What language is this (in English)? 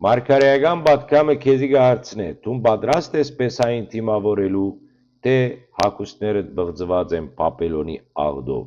Western Armenian